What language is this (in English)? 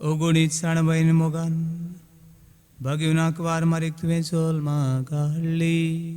Konkani